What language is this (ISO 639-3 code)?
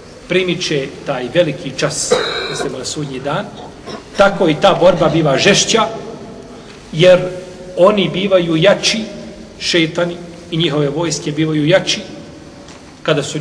bos